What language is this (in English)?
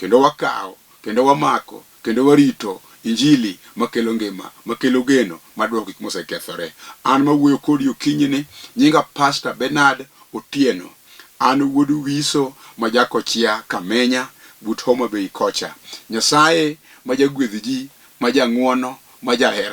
Luo (Kenya and Tanzania)